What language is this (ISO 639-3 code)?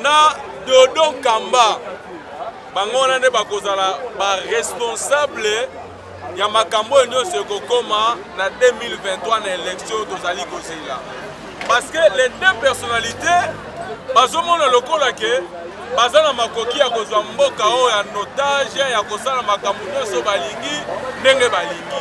lin